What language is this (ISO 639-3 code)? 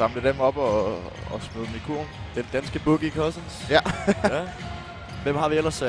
dan